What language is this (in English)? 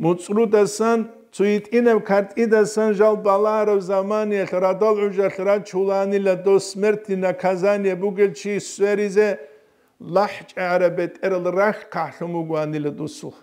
Avaric